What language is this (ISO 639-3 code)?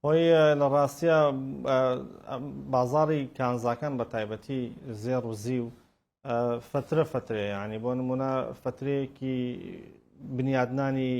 ckb